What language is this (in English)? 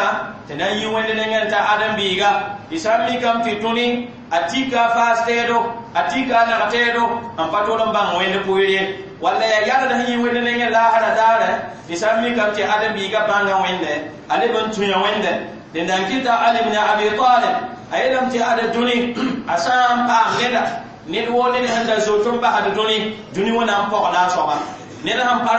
Mossi